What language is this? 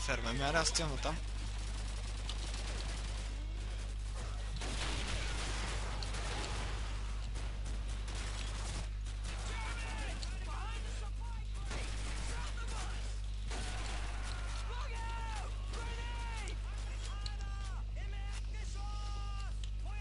Bulgarian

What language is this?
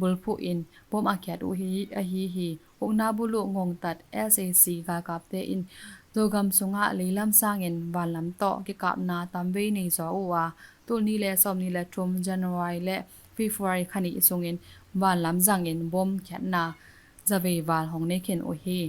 Tedim Chin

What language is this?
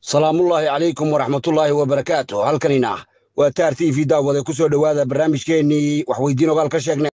Somali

